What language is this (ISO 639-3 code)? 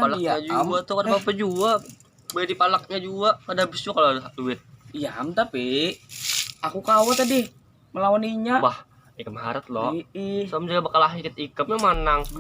bjn